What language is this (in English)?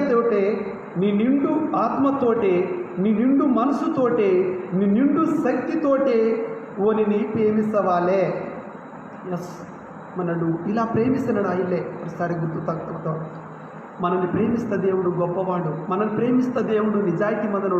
Koya